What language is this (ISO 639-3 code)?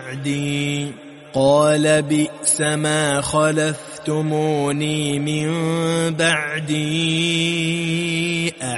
ara